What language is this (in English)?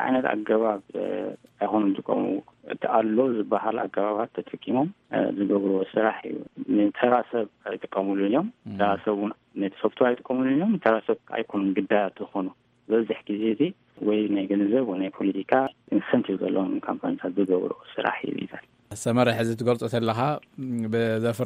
Tigrinya